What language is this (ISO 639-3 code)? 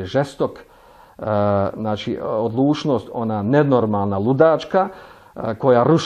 bos